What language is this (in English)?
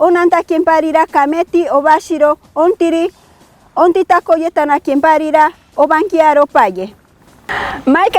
Machiguenga